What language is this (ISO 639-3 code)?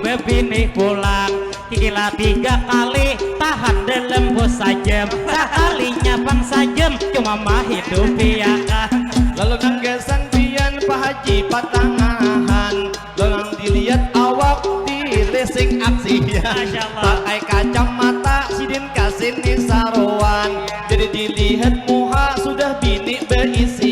bjn